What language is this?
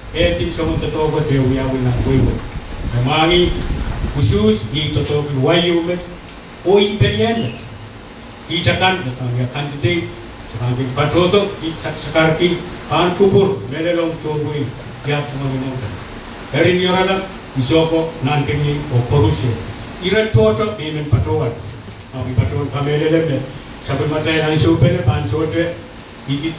Pohnpeian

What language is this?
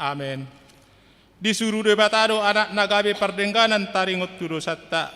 Batak Toba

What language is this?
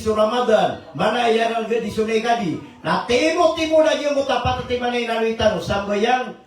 Maranao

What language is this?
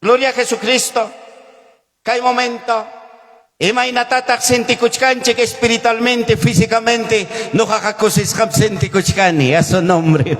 Ayacucho Quechua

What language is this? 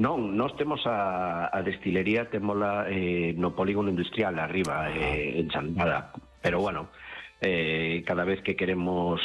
Galician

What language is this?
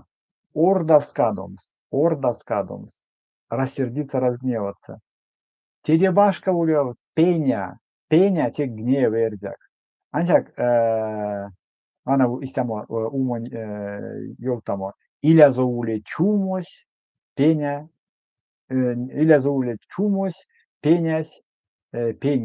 Erzya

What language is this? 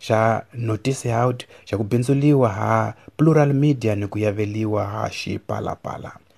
Tsonga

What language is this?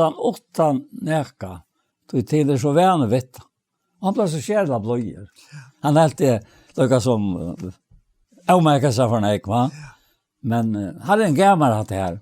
Faroese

